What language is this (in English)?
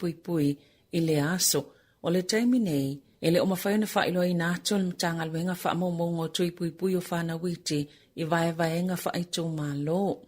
Samoan